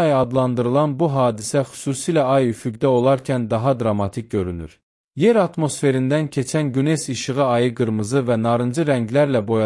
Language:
Azerbaijani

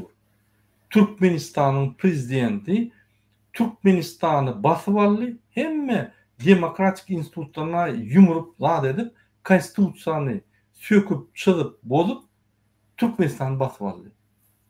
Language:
Turkmen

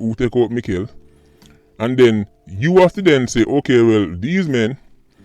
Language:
Jamaican Creole English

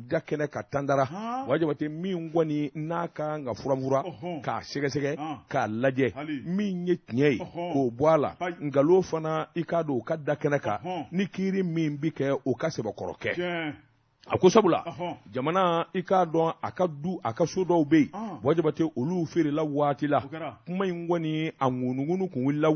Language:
Bambara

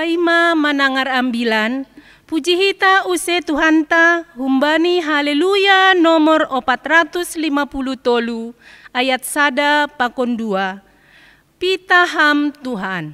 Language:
Batak Simalungun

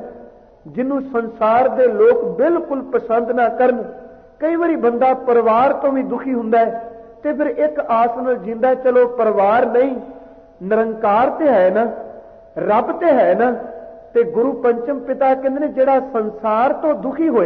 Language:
Punjabi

